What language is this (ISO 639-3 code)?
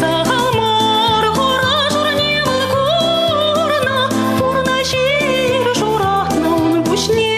chv